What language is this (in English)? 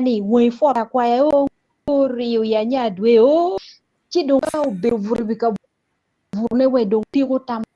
Acoli